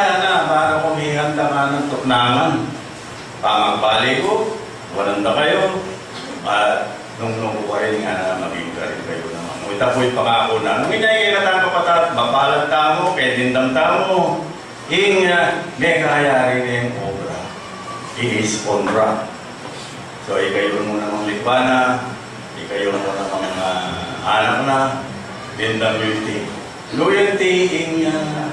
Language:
Pampanga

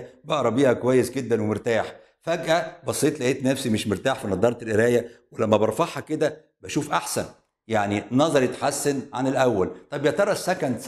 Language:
Egyptian Arabic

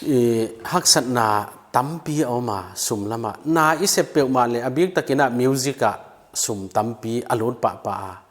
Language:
Paite Chin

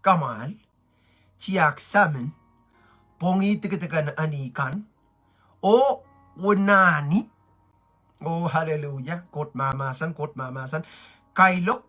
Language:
Pohnpeian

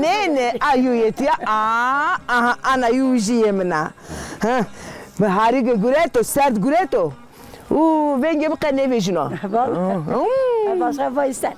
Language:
Zaza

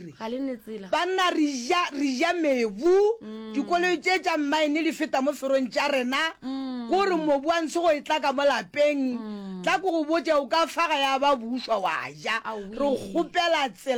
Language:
Northern Sotho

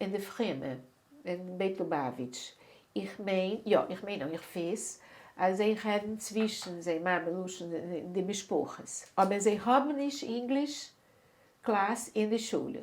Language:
Yiddish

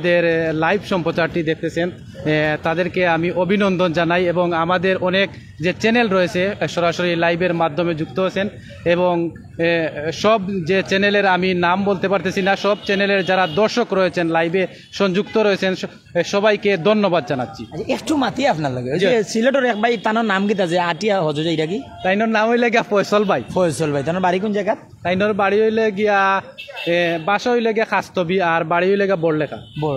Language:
Sylheti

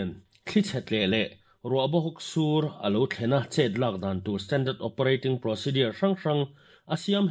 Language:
Mizo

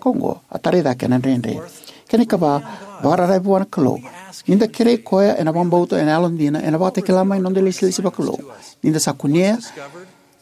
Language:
Fijian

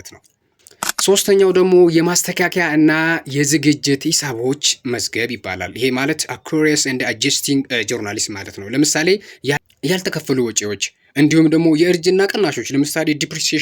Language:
Amharic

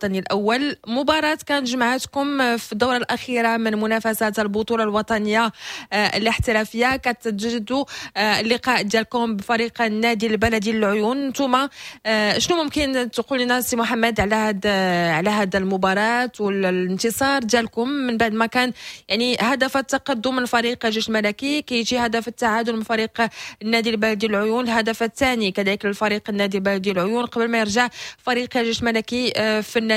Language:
Moroccan Arabic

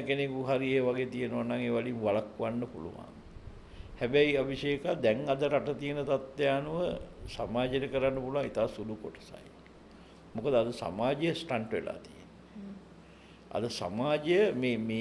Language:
Sinhala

